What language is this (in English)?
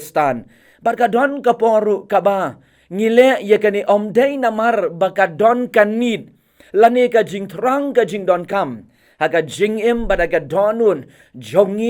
Khasi